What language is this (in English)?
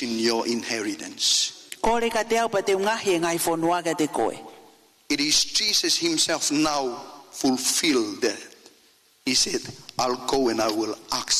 Tongan